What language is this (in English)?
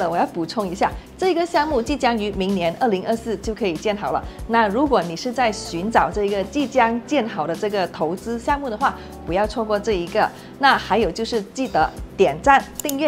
Chinese